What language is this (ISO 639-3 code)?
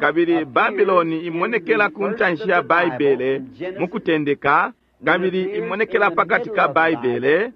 bem